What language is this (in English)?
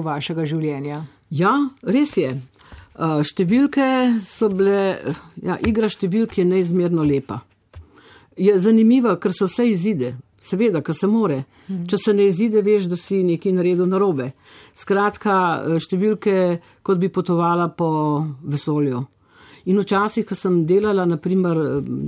Slovenian